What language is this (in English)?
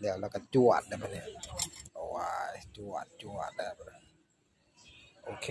Lao